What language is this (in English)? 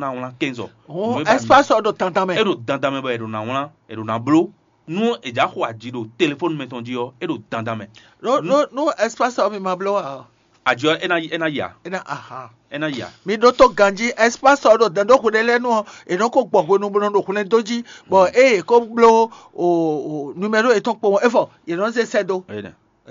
Fon